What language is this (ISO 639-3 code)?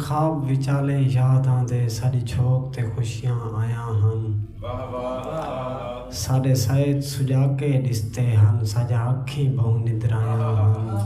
skr